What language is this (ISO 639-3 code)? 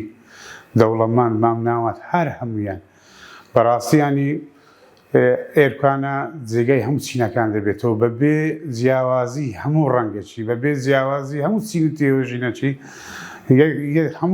ckb